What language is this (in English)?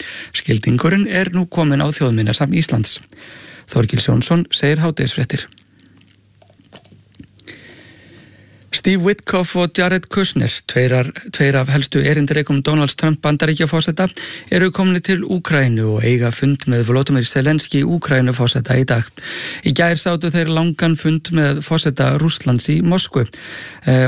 Icelandic